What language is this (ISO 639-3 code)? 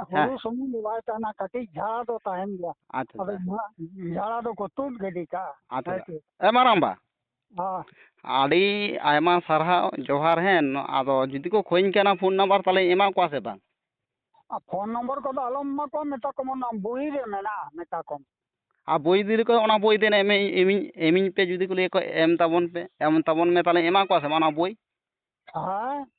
sat